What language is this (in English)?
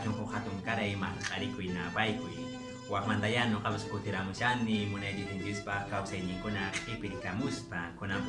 Quechua